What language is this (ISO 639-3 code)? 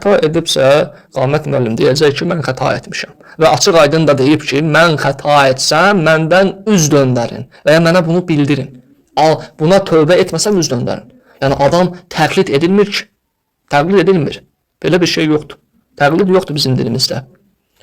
aze